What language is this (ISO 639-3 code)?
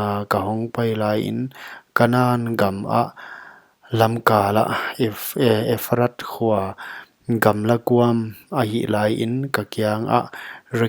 pck